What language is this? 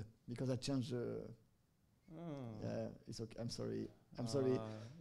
English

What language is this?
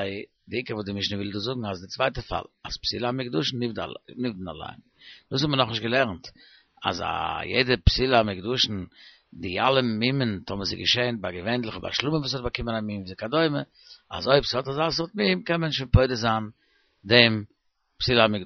Yiddish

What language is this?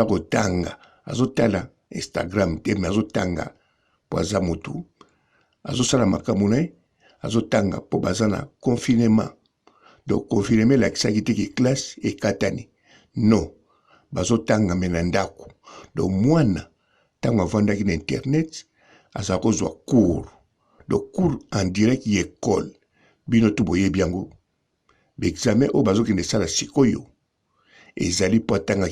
Lingala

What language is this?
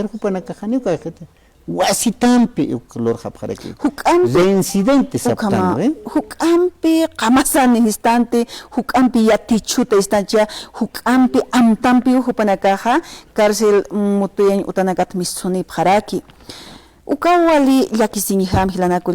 Aymara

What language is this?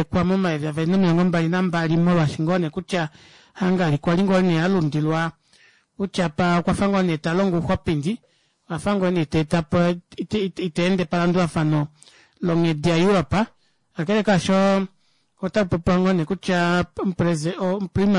Kuanyama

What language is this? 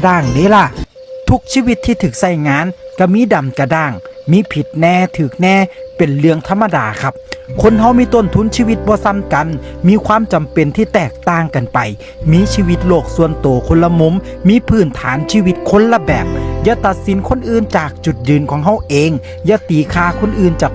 Northeastern Thai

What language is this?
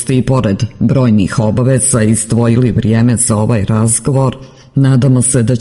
Serbian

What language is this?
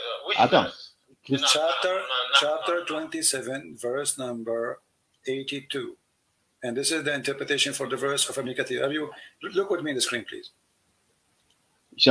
French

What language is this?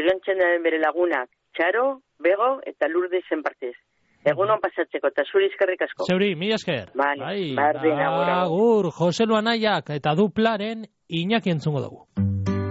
Basque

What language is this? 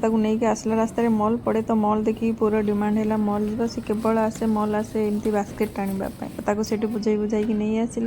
Odia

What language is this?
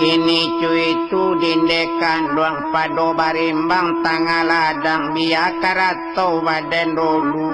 Minangkabau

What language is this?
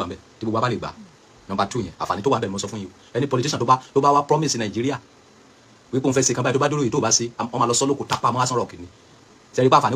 Yoruba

